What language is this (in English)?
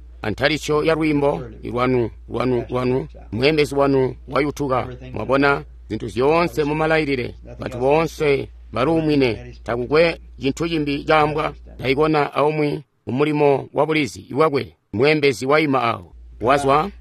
Tonga (Zambia)